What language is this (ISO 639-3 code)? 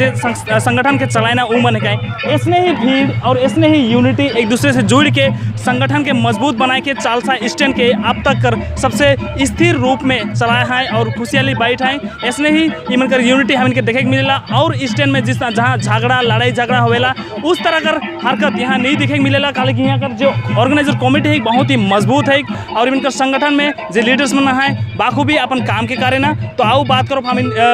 sck